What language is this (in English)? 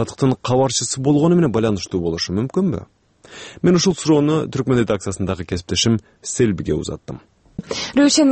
Kyrgyz